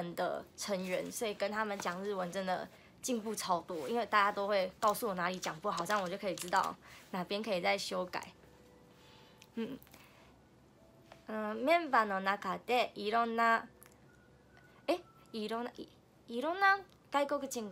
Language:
Chinese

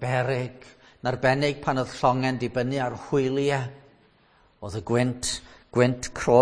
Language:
Welsh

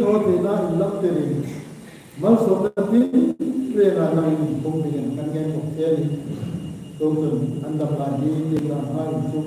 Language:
Hmar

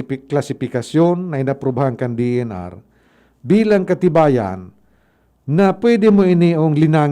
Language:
Bikol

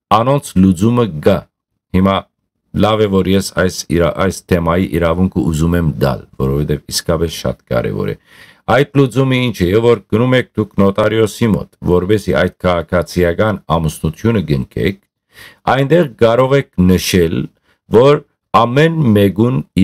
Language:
Western Armenian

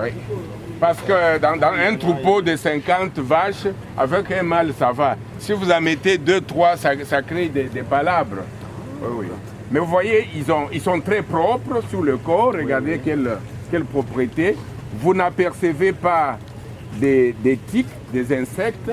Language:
Luba-Lulua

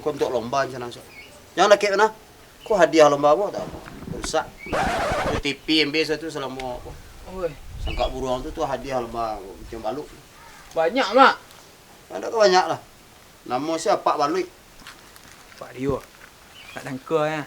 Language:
Minangkabau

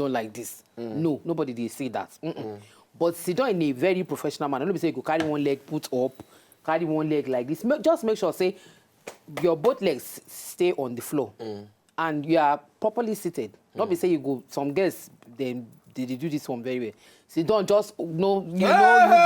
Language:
Nigerian Pidgin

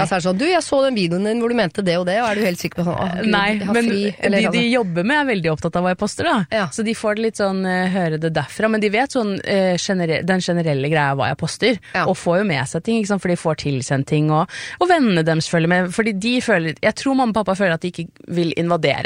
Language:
Norwegian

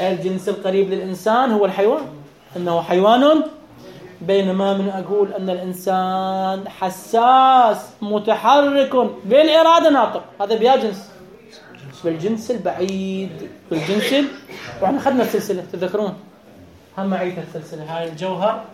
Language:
Mesopotamian Arabic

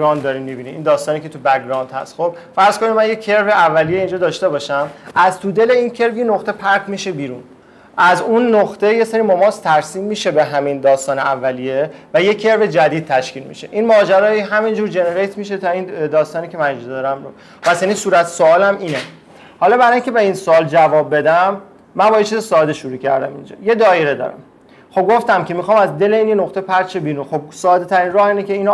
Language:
Persian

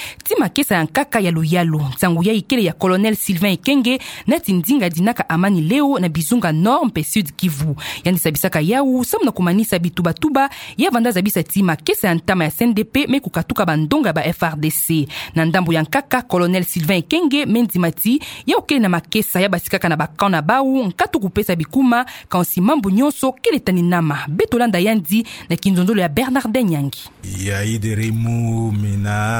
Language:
Kituba (Democratic Republic of Congo)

